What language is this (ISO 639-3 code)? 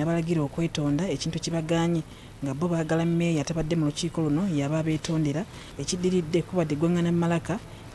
lug